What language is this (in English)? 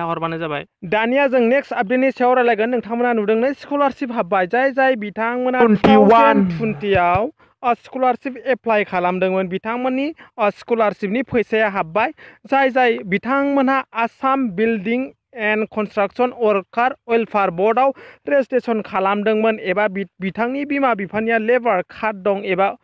Bodo